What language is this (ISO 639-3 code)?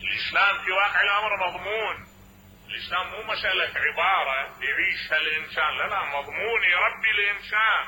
acm